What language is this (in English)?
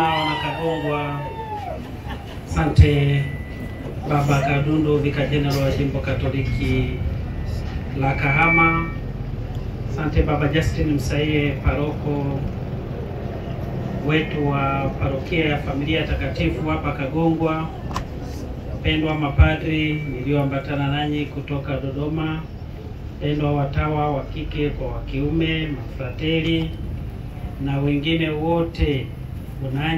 Swahili